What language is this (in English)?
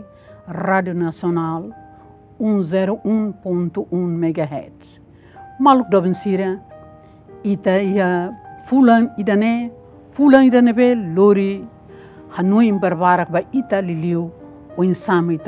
Tetum